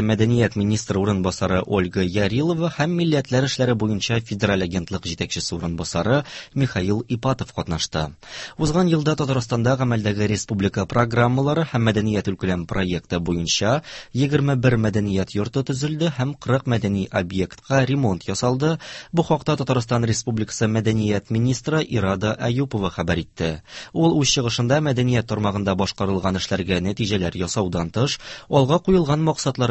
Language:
Tatar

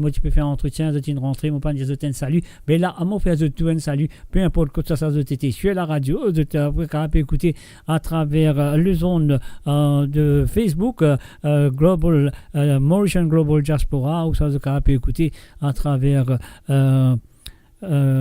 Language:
Morisyen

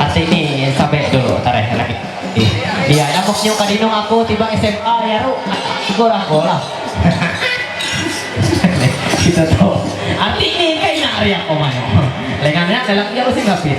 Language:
Ma'anyan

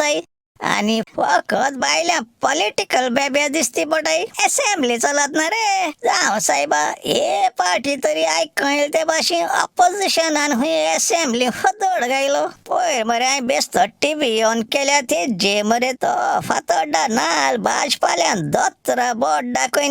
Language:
Konkani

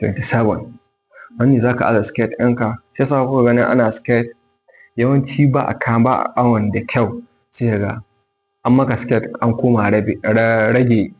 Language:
Hausa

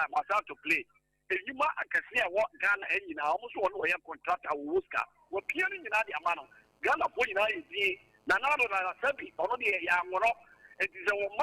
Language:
Akan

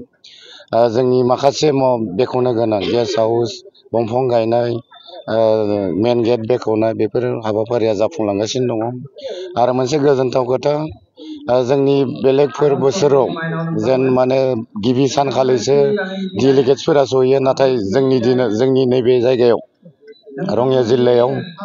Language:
Bodo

